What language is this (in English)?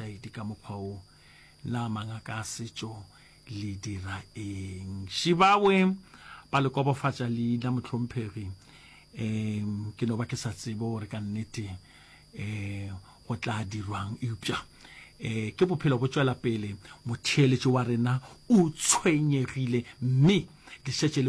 Northern Sotho